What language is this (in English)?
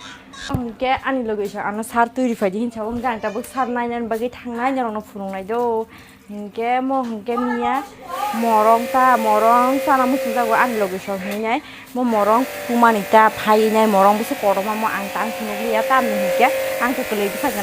Kok Borok